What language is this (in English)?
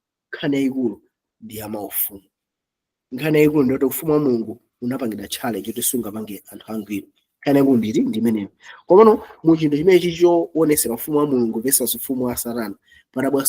Nyanja